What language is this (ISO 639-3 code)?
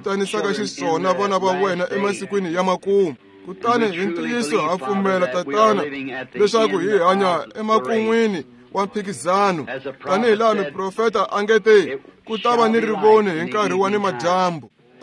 tso